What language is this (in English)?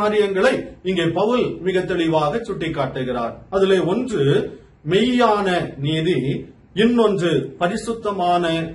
Tamil